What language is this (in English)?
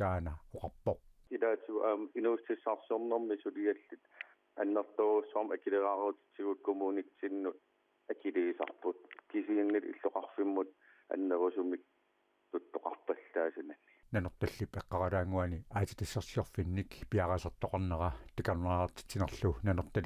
Kalaallisut